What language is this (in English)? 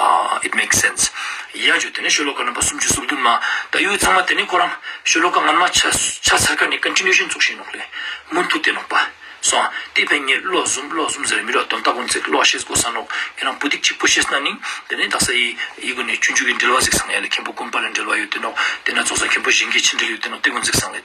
Ladakhi